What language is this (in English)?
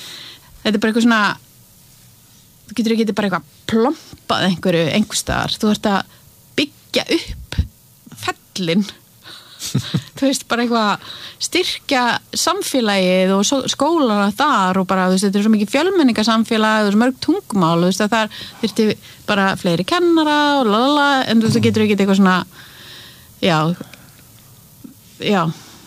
Icelandic